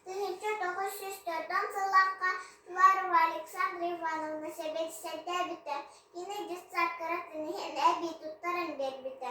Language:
Yakut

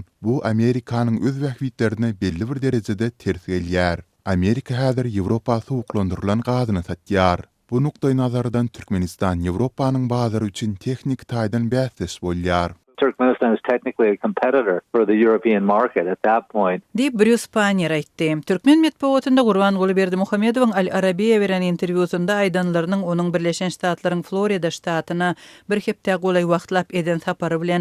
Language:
Turkmen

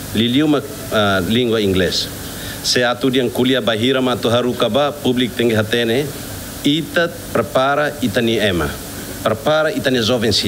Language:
Tetum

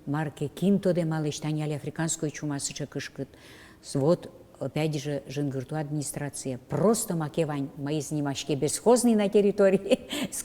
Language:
Udmurt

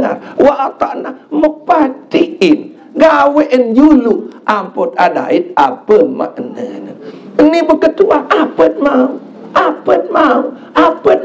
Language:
Sasak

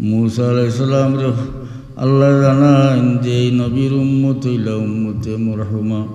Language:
Sylheti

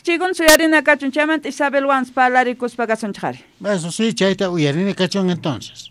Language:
South Bolivian Quechua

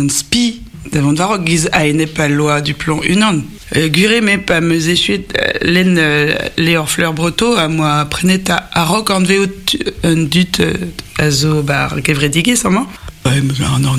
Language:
Breton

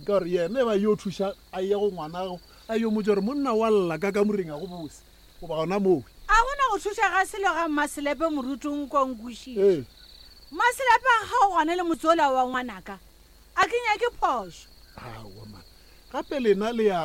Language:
Northern Sotho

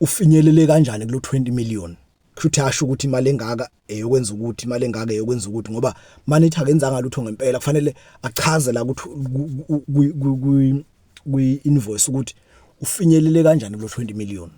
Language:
Zulu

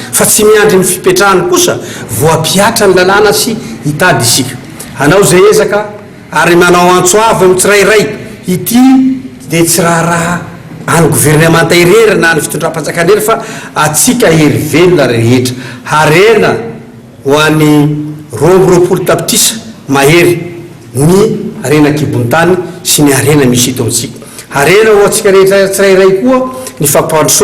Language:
Malagasy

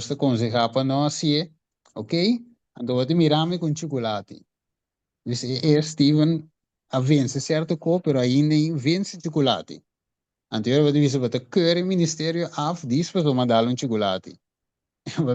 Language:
Papiamento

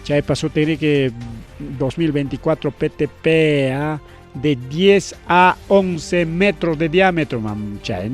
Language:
Ayacucho Quechua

